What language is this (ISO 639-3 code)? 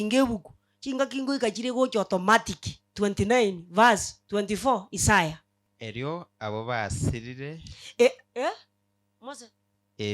guz